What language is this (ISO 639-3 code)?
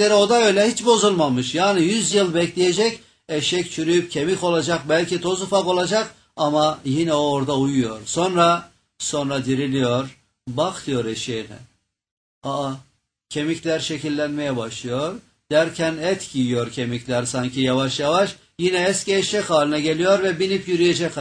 tur